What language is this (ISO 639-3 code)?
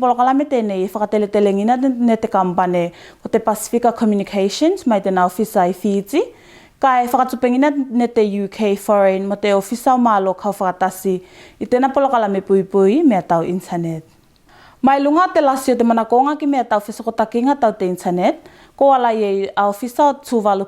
tvl